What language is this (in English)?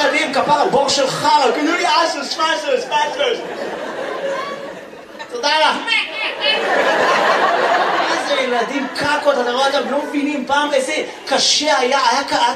Hebrew